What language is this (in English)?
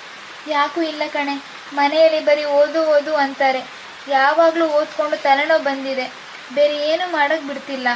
Kannada